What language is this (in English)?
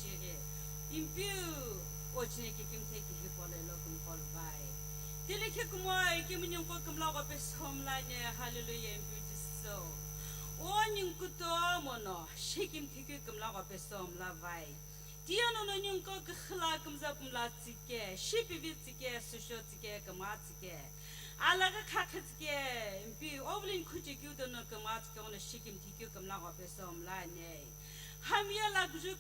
Sumi Naga